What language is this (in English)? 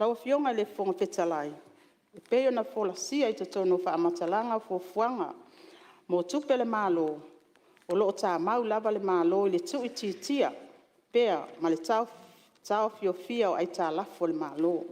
Samoan